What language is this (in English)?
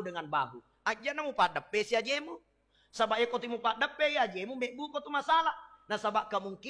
Buginese